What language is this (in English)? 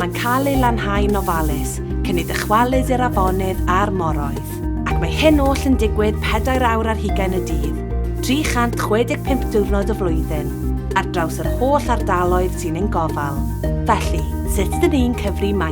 Welsh